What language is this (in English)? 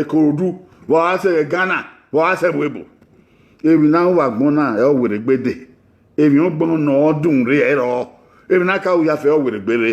Bini